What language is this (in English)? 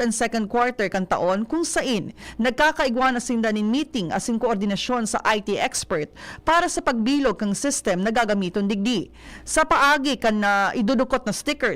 Bikol